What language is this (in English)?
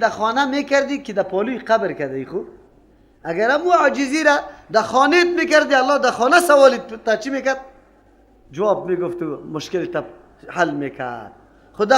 Persian